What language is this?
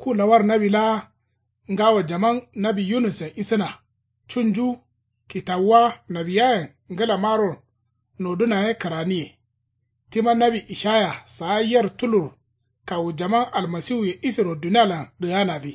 Kanuri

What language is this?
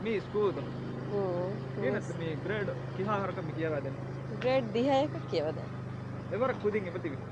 Divehi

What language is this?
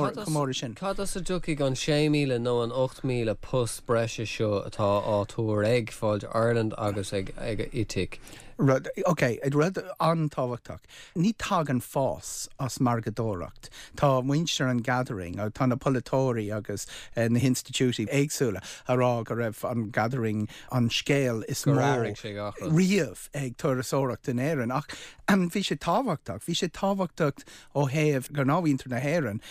Irish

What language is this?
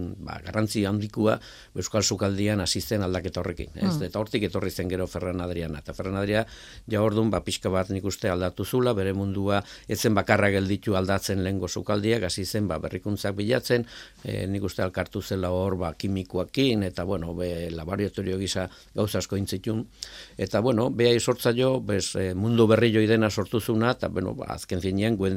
Basque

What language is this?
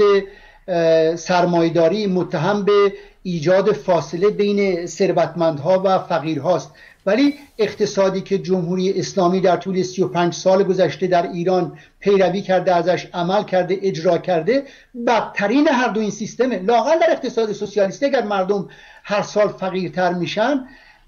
Persian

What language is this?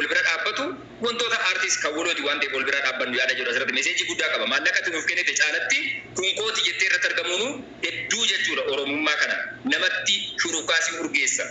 Oromo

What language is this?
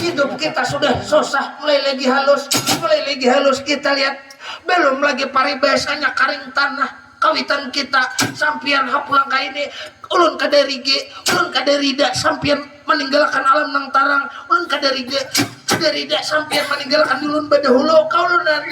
Banjar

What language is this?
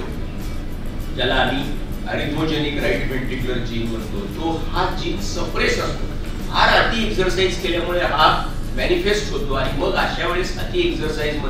Marathi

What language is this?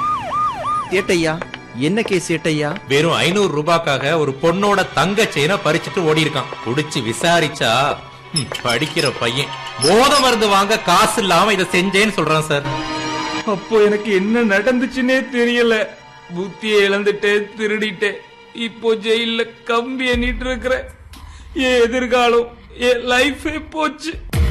Tamil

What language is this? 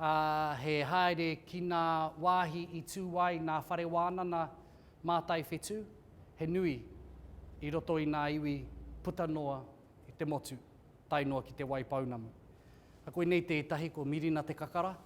Māori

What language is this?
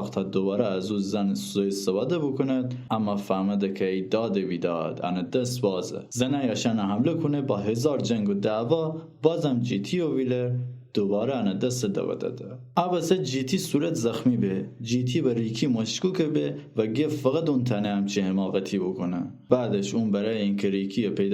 Gilaki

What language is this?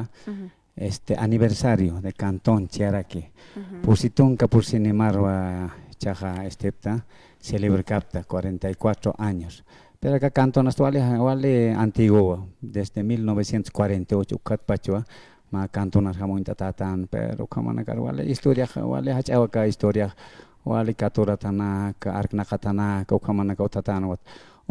Aymara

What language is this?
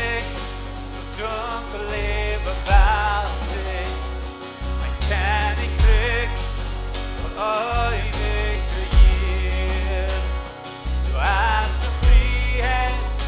Plautdietsch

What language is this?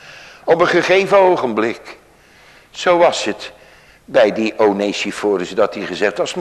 Dutch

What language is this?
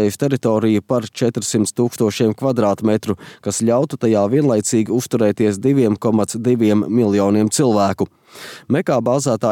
Latvian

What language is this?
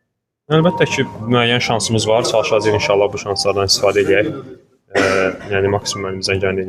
Azerbaijani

